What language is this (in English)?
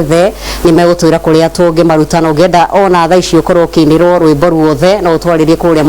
Kikuyu